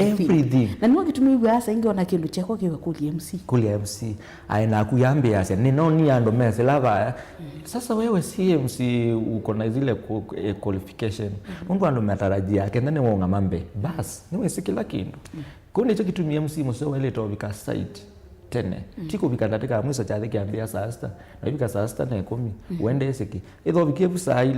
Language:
Kamba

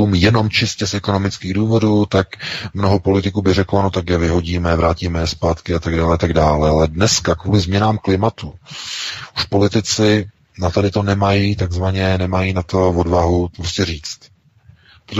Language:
Czech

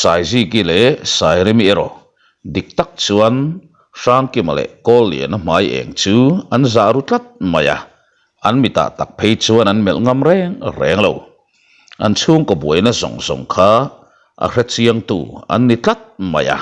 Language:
Mizo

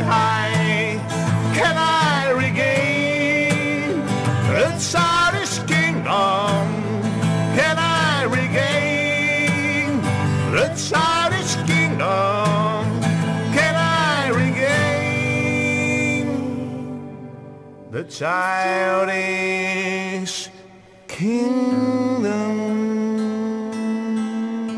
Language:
Bulgarian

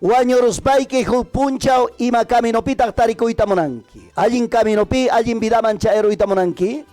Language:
Ayacucho Quechua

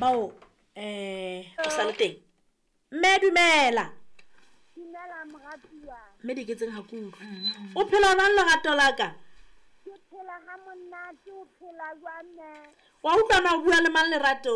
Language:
Southern Sotho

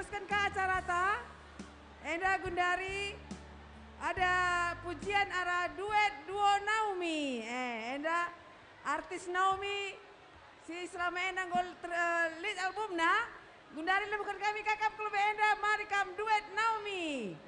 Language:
Batak Karo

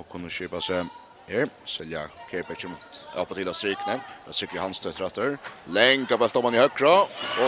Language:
Faroese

